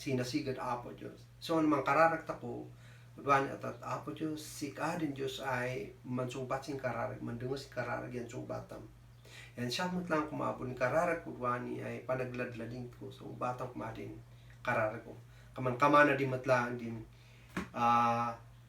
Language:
Kankanaey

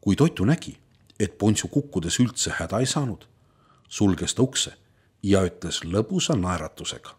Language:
Estonian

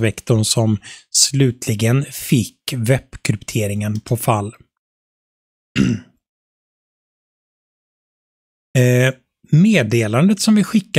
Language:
Swedish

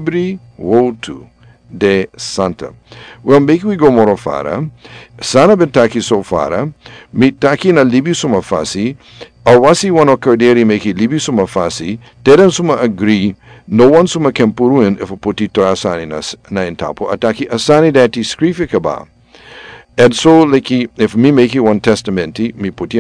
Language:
Sranan Tongo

